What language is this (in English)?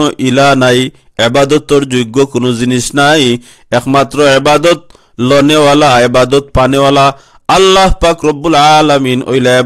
Sylheti